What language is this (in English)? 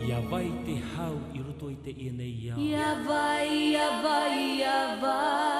Tahitian